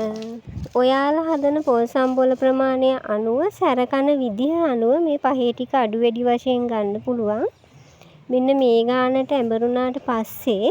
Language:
Sinhala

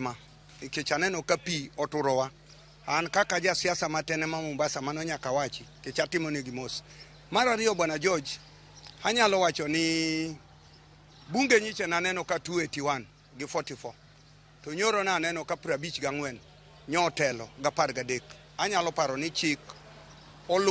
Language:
Luo (Kenya and Tanzania)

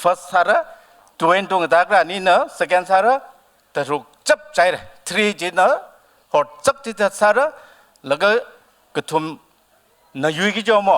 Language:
Tangkhul Naga (India)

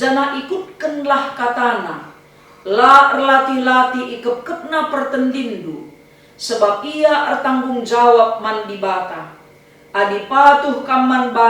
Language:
Batak Karo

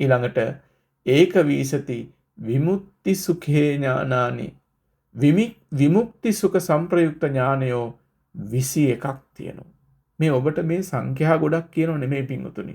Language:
Sinhala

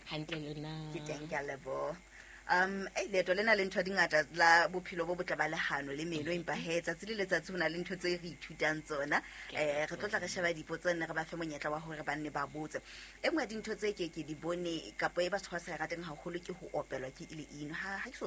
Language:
Southern Sotho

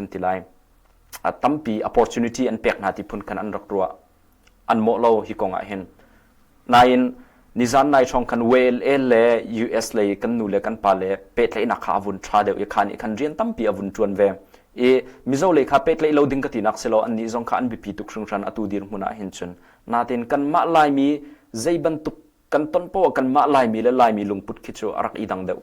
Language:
Hakha Chin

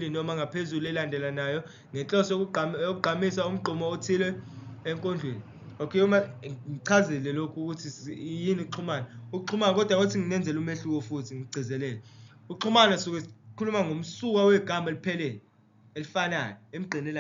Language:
Zulu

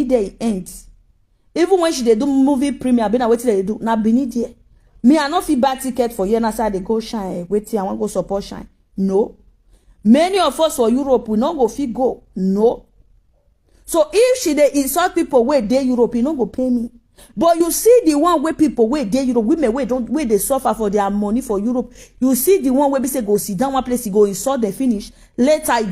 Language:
Nigerian Pidgin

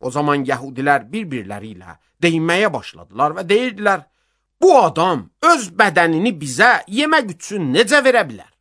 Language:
Azerbaijani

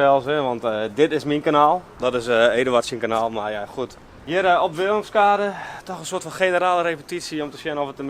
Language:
Western Frisian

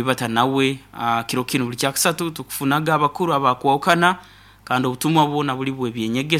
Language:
Nyoro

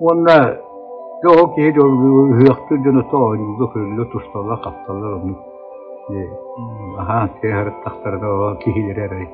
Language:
Yakut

